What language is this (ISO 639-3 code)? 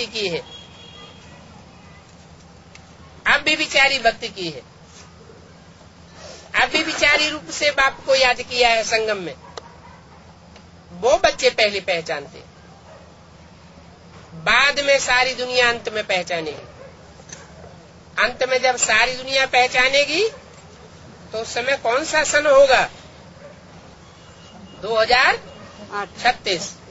hin